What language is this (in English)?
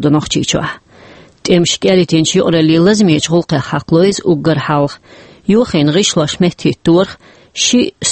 Chechen